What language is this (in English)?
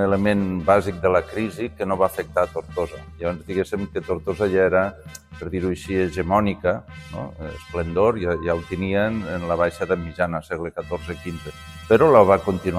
Catalan